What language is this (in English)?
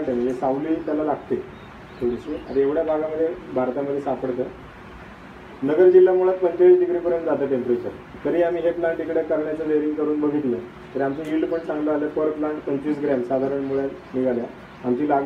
Marathi